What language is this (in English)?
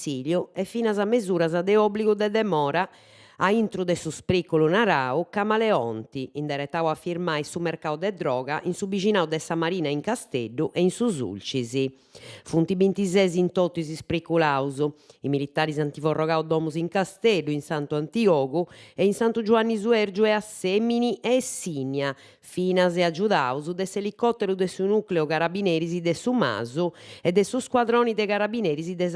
Sardinian